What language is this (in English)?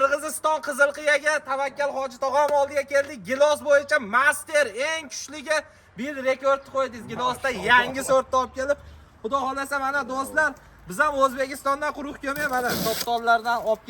Uzbek